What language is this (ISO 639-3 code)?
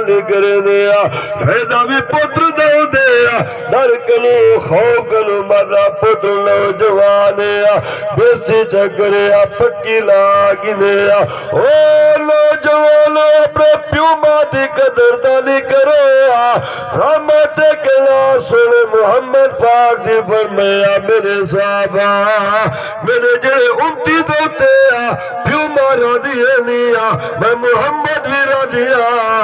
skr